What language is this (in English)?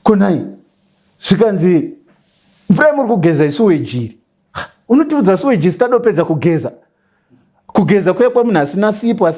Shona